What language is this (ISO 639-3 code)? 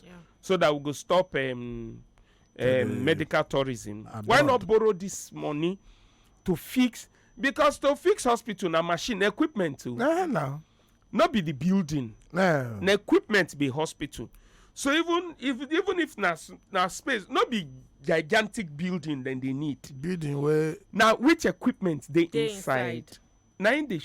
pcm